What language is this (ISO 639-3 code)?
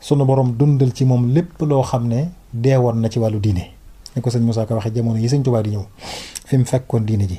wol